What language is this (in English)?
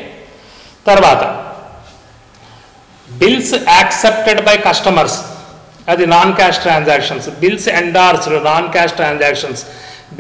Telugu